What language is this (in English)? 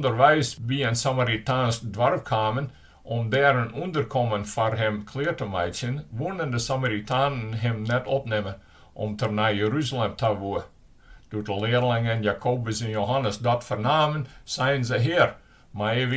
Western Frisian